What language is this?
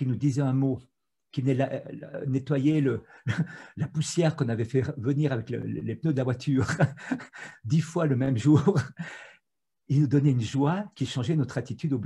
French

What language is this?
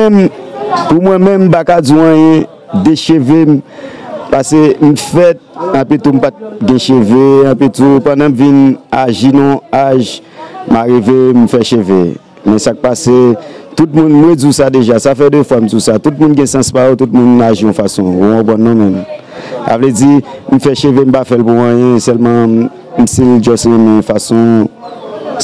Haitian Creole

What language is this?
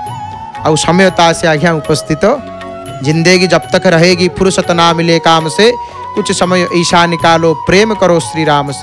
Odia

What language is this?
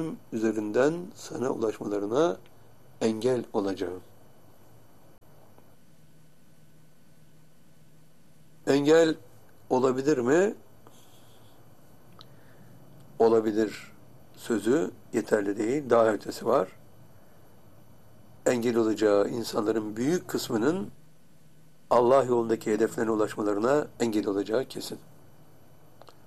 Turkish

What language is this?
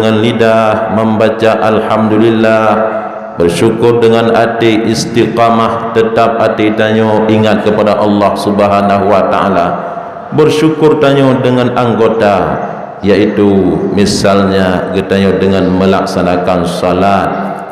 Achinese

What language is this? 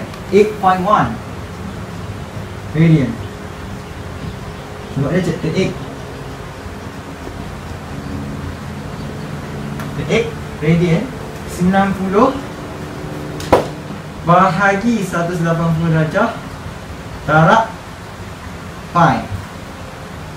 Malay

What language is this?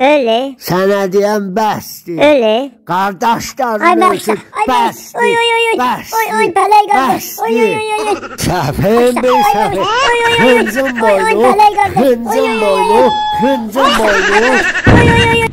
South Azerbaijani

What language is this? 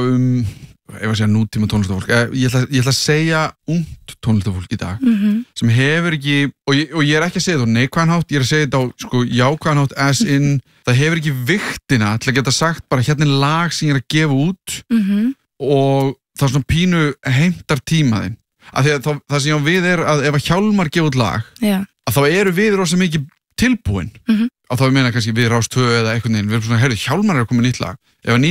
Icelandic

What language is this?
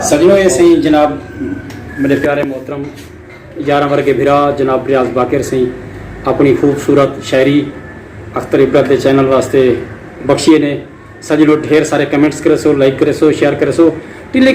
Saraiki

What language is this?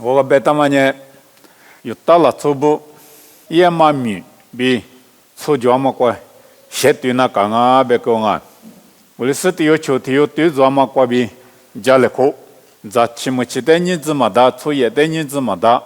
Lisu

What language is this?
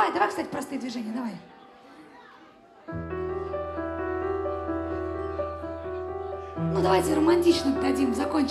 Russian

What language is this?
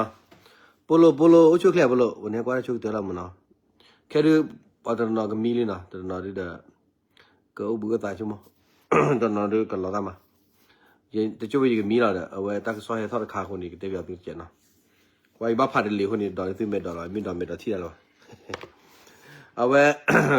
S'gaw Karen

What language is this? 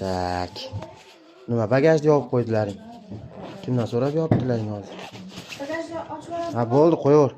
Uzbek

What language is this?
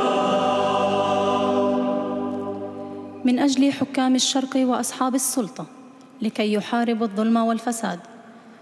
Arabic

